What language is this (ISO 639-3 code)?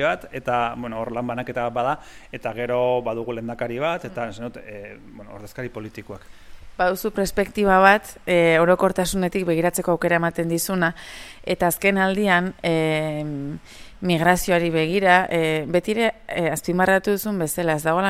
eus